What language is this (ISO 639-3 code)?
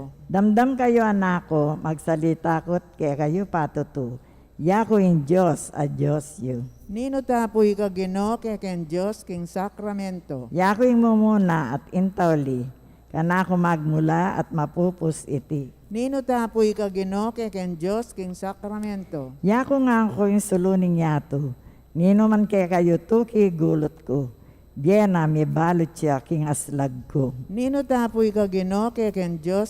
pam